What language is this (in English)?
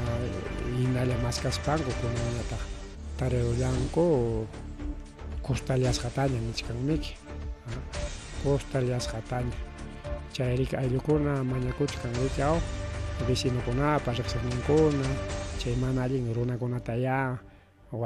Ayacucho Quechua